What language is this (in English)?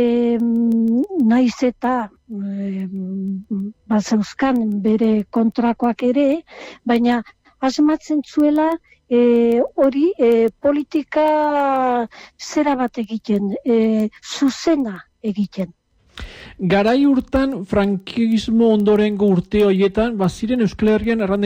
Basque